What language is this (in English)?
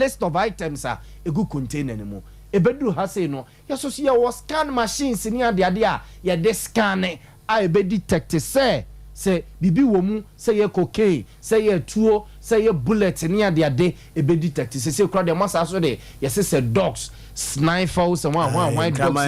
Akan